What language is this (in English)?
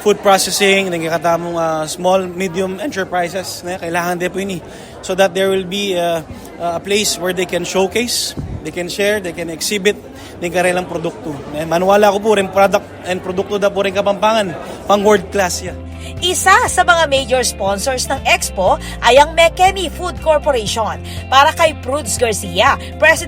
Pampanga